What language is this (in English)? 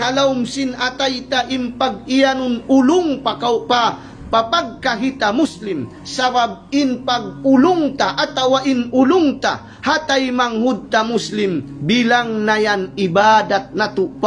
Tausug